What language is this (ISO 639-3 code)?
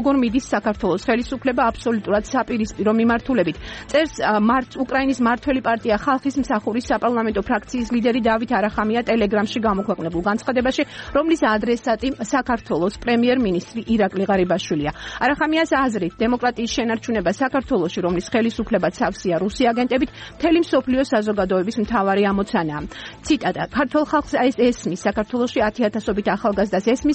kat